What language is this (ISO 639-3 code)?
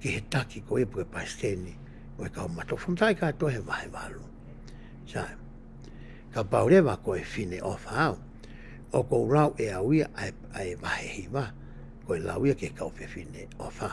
ton